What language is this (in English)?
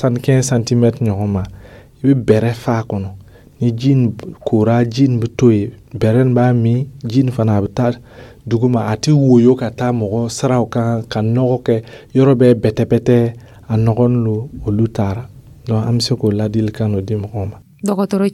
Dyula